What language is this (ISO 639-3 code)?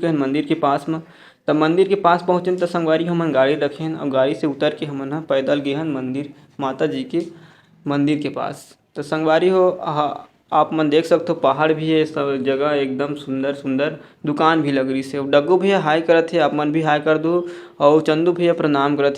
hne